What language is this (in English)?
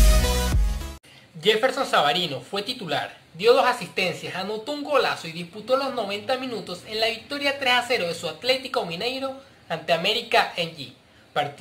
Spanish